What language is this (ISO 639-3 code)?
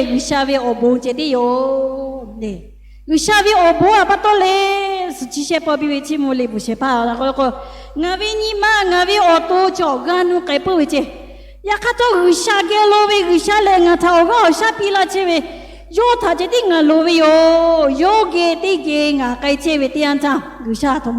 lhu